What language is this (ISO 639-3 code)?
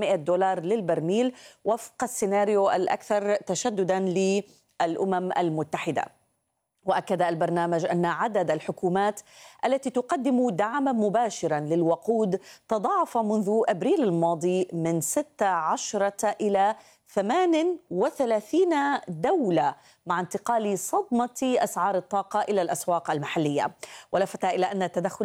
ara